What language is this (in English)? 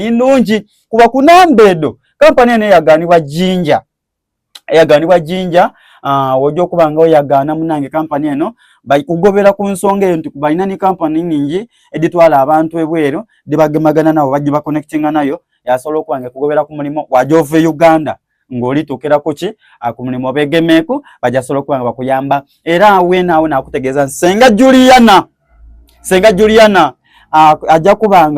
Soga